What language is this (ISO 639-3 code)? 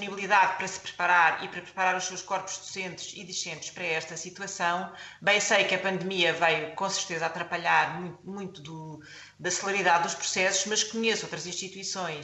por